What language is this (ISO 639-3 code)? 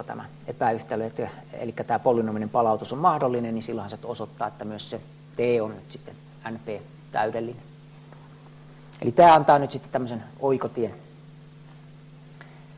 fin